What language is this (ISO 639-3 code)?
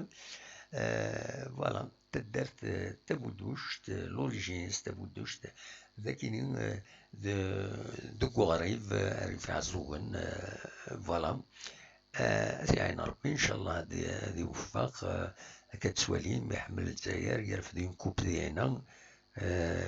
kab